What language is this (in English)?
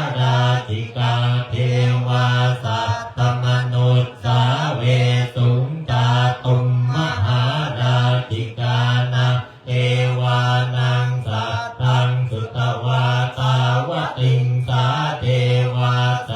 Pali